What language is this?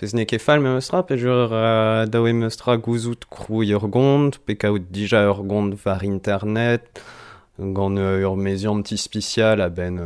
Breton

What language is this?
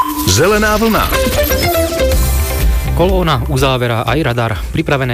Slovak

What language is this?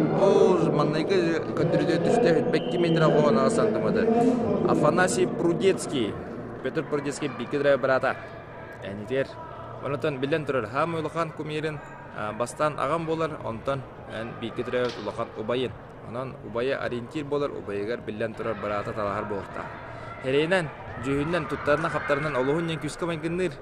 Yakut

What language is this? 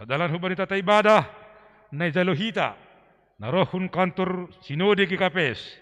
Batak Simalungun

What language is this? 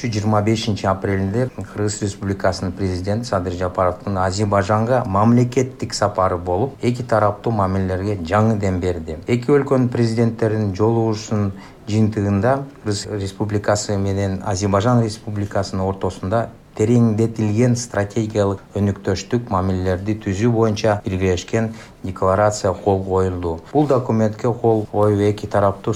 Kyrgyz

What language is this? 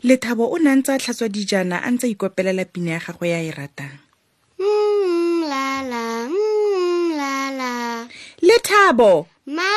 Tswana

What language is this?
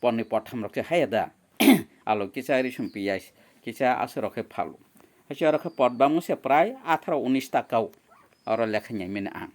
Kok Borok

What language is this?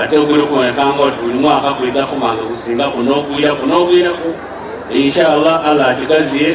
Soga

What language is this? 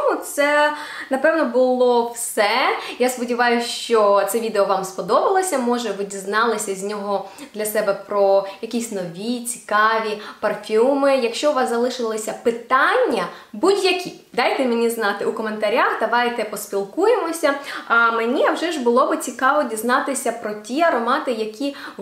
Ukrainian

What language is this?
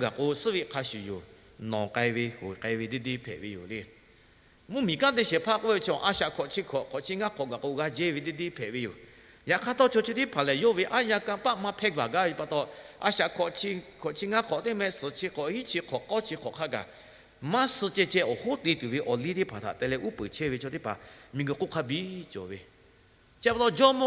Lahu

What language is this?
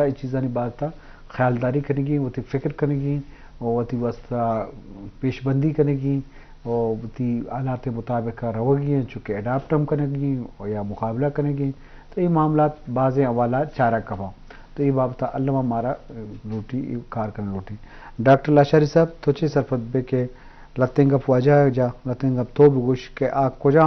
Eastern Balochi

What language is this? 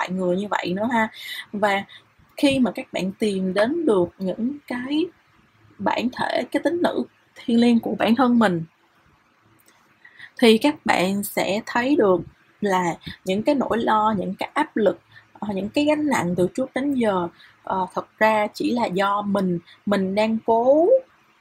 Vietnamese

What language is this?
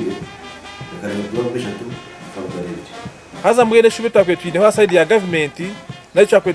Nyankole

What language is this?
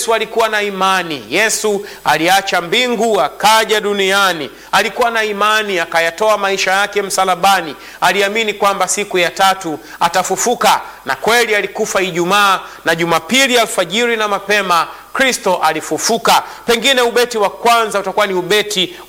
Swahili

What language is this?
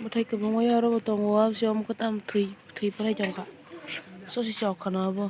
Kok Borok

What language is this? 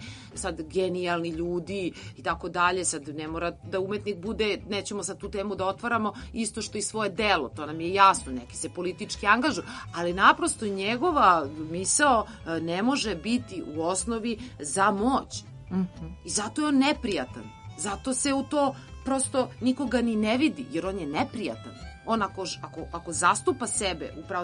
Serbian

